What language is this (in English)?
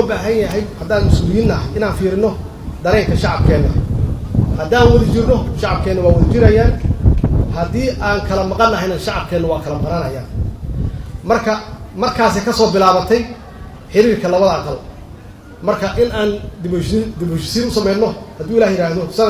Somali